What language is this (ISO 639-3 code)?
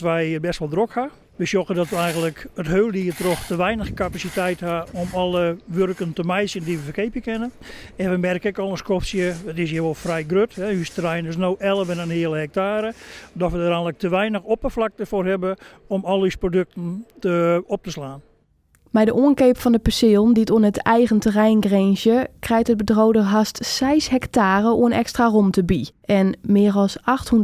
fry